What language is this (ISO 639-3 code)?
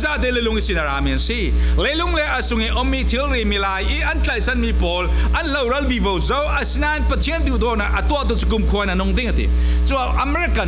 cfm